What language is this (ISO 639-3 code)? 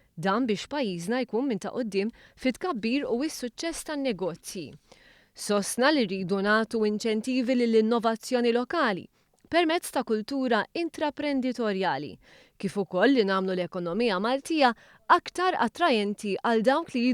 mlt